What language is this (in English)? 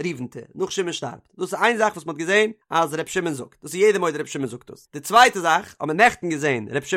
Yiddish